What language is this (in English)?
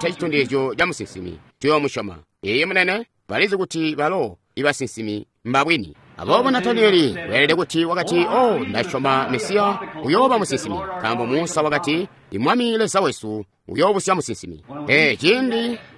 Tonga (Zambia)